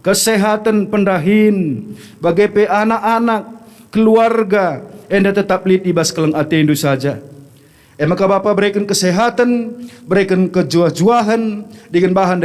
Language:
Batak Karo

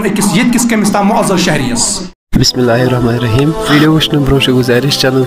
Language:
Kashmiri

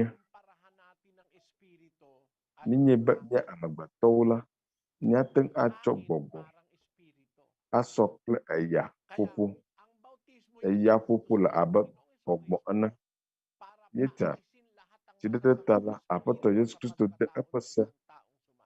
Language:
Ewe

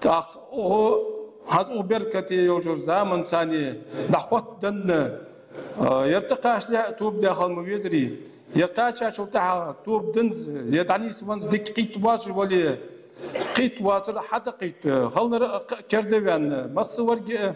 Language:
Ingush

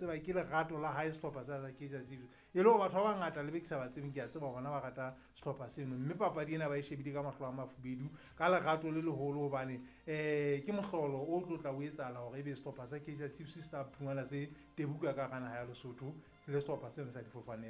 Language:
Southern Sotho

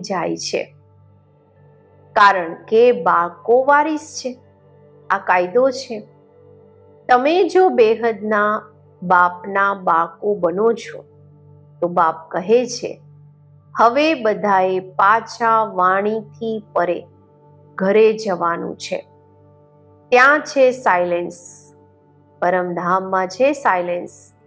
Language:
Gujarati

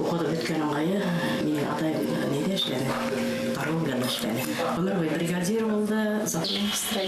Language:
Bashkir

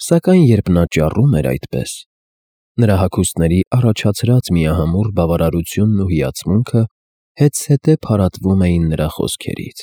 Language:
Armenian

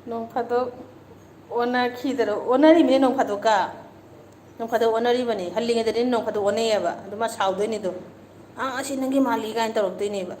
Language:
Manipuri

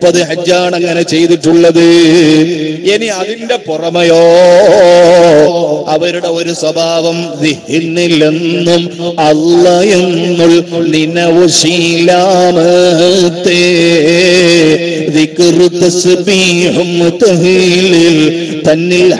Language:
Malayalam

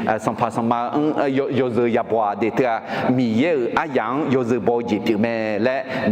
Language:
Akha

